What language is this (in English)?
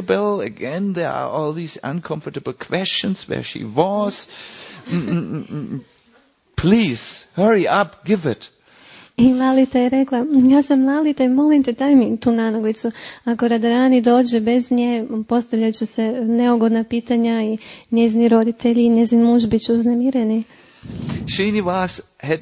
Croatian